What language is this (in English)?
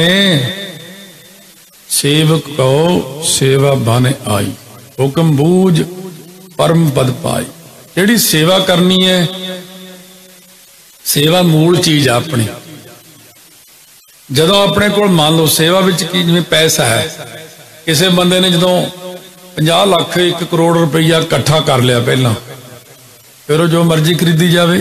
Punjabi